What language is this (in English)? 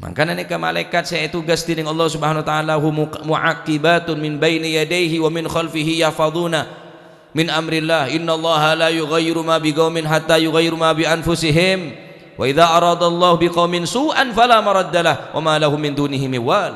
Madurese